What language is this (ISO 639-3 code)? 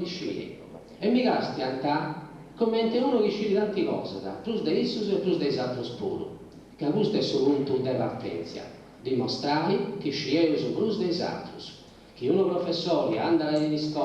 srd